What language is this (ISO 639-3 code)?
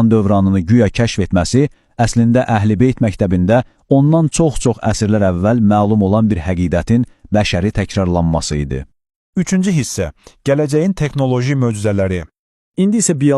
aze